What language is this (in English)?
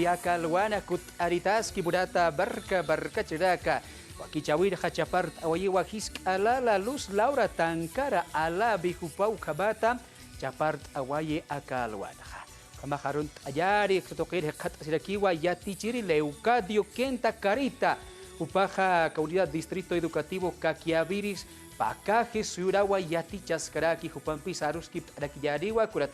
Aymara